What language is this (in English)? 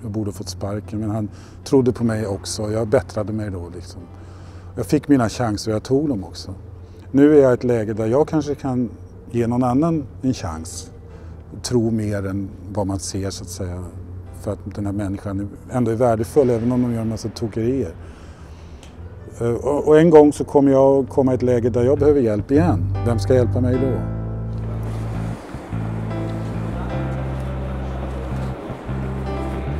Swedish